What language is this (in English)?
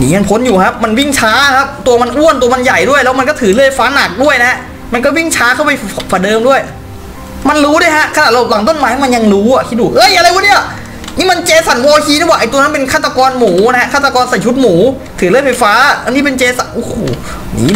Thai